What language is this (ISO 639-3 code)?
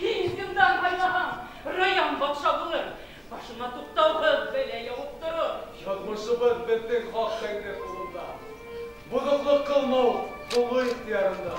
bak